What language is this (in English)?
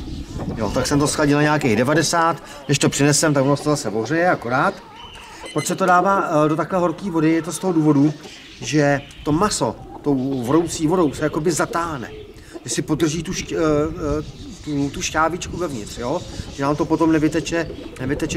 Czech